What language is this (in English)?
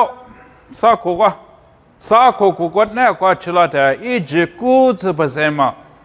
Lisu